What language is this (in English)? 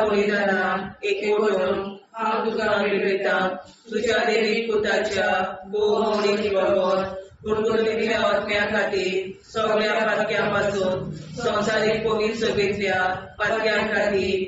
Konkani